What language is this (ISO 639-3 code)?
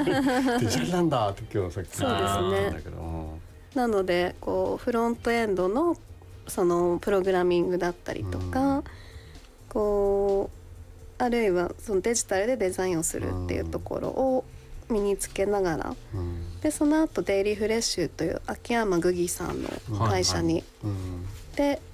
jpn